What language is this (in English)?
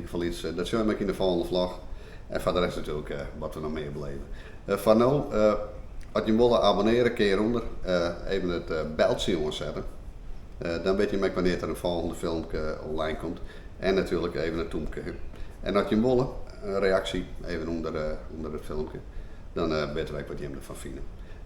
Western Frisian